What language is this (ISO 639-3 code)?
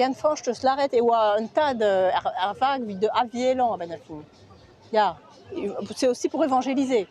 bre